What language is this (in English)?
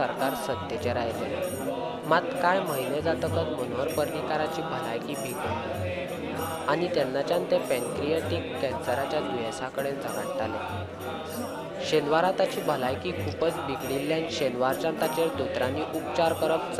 Konkani